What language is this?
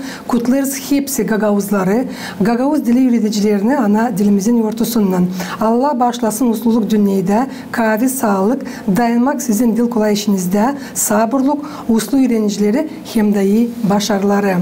Gagauz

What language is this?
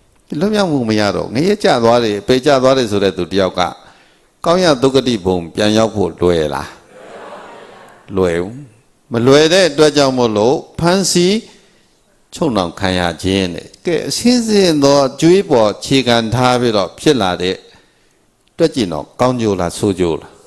Burmese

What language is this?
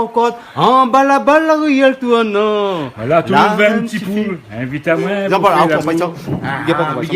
Réunion Creole French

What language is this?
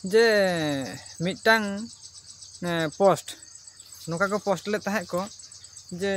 Santali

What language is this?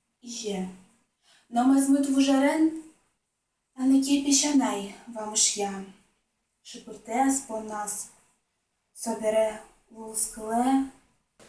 Udmurt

